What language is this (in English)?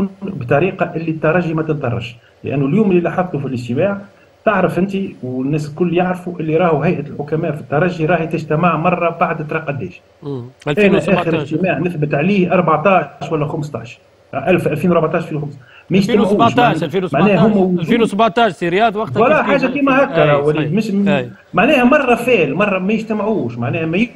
Tunisian Arabic